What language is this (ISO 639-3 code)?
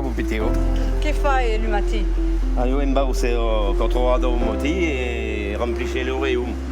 oci